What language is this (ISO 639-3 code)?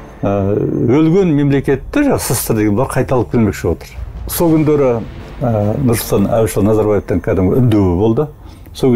kaz